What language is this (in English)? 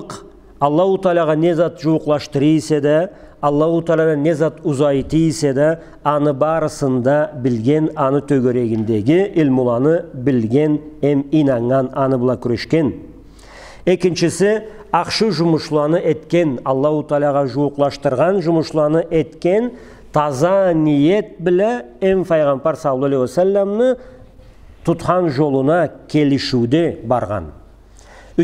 Karachay-Balkar